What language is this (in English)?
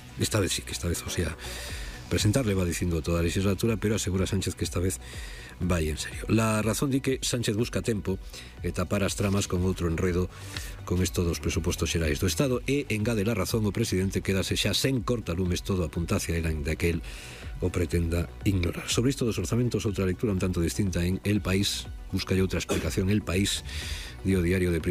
Galician